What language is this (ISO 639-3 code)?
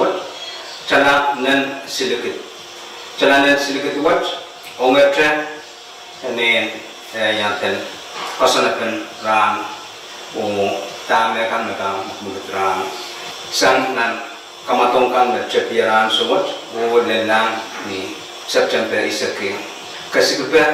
pon